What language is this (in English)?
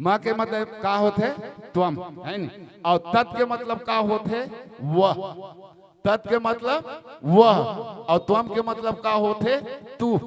Chhattisgarhi